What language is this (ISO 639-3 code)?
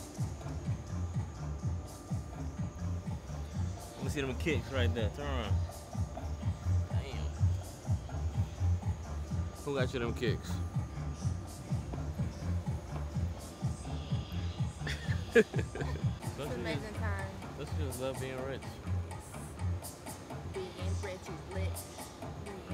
eng